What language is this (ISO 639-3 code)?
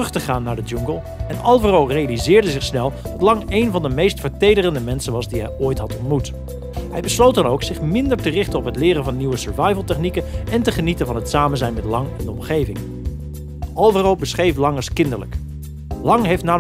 nld